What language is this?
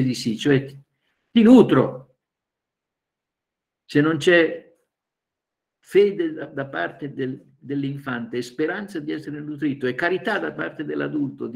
Italian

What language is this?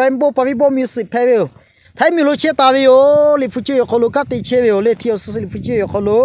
Lahu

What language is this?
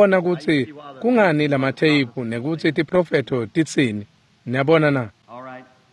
Swati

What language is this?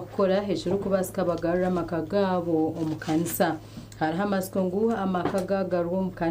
Nyankole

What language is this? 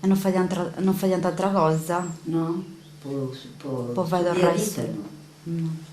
Sardinian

